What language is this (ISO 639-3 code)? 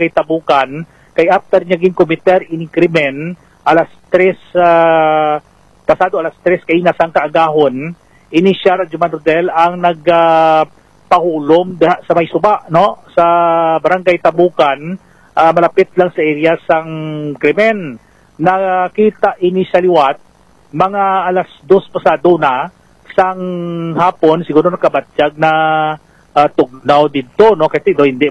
hil